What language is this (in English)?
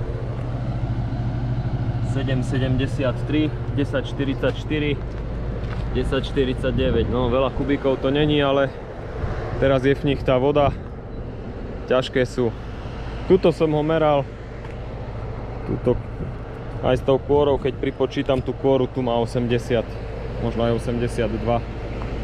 Slovak